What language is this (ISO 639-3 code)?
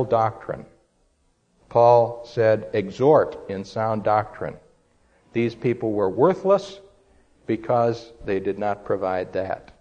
eng